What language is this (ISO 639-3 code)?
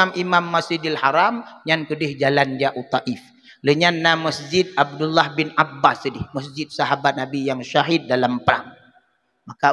ace